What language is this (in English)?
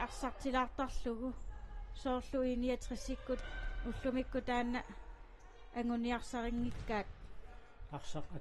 Kalaallisut